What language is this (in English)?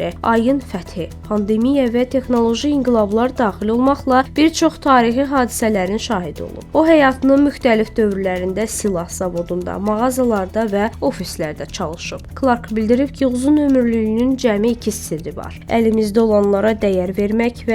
Azerbaijani